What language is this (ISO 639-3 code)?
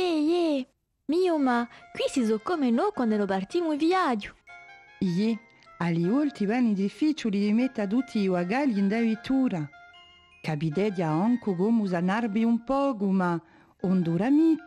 cos